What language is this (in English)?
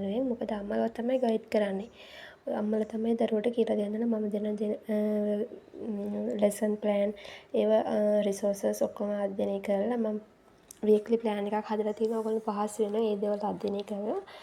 Sinhala